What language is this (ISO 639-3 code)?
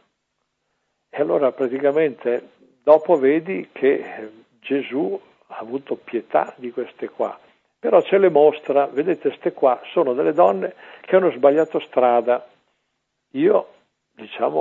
ita